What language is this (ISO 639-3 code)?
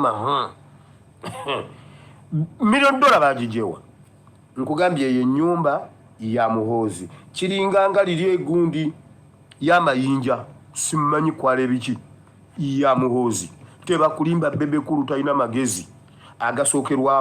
lug